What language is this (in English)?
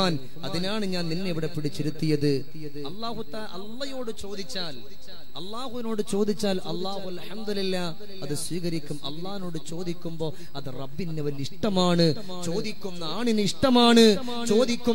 Malayalam